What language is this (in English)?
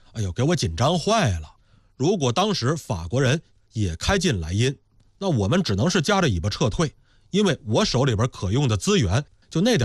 Chinese